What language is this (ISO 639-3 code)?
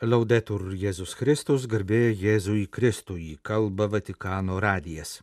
lit